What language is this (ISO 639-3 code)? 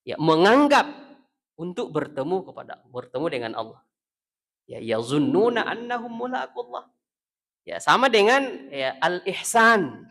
bug